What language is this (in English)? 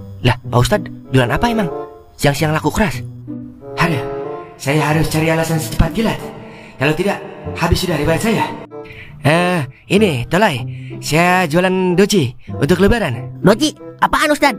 Betawi